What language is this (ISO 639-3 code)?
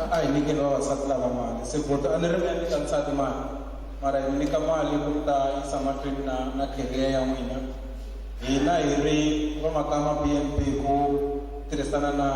tso